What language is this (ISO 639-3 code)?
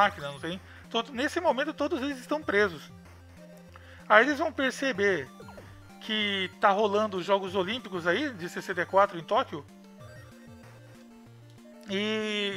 por